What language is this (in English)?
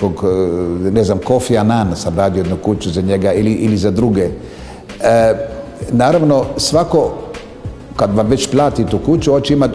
Serbian